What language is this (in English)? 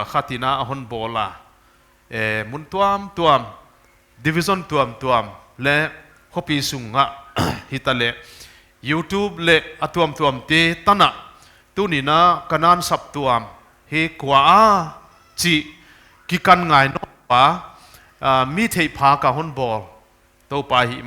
Paite Chin